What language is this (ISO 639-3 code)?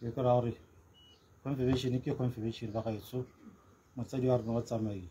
tsn